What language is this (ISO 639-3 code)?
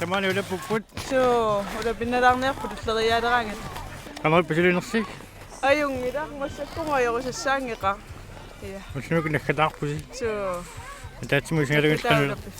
kal